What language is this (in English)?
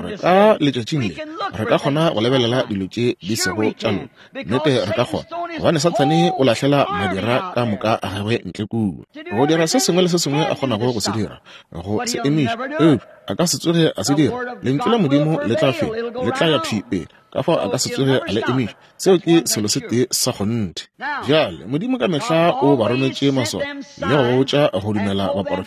Northern Sotho